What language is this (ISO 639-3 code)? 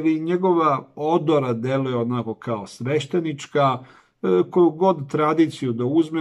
srp